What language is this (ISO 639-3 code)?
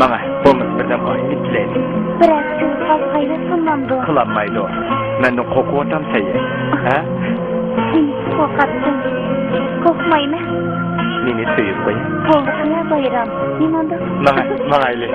uig